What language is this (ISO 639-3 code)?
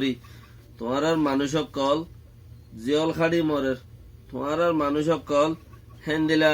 rhg